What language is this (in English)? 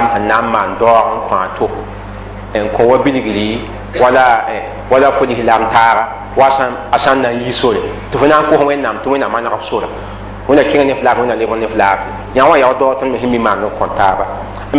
Mossi